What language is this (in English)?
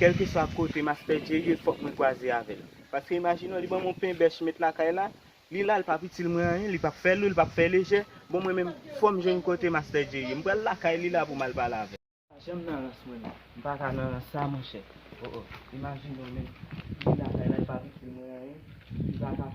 Haitian Creole